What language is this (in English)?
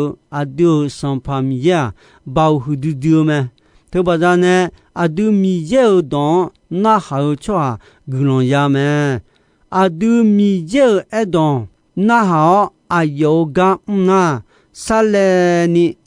Akha